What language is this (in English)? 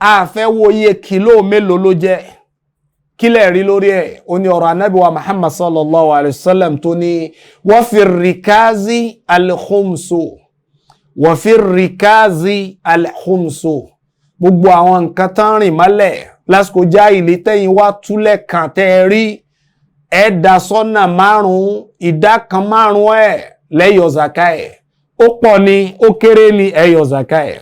Yoruba